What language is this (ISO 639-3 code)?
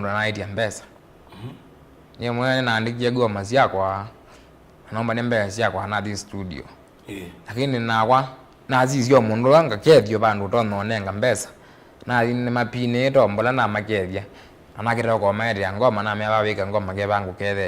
kam